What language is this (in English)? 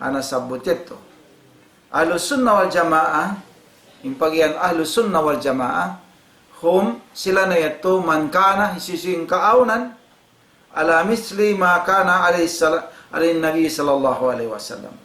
Tausug